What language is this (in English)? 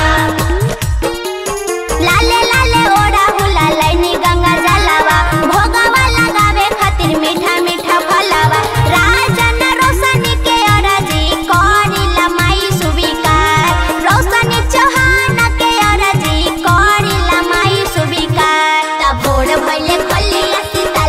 Bhojpuri